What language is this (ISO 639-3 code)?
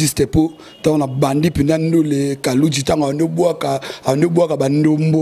lin